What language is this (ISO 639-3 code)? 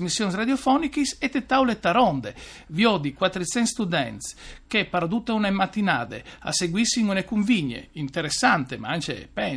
fur